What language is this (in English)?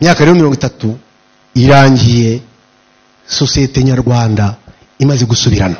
Kinyarwanda